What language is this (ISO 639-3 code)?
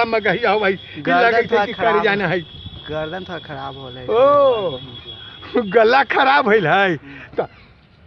mag